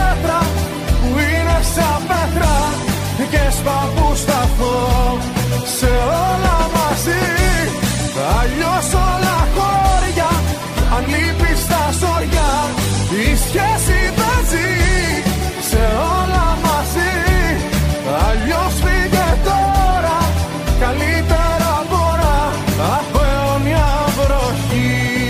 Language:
Greek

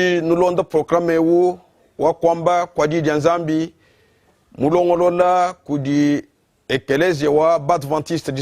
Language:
Luba-Lulua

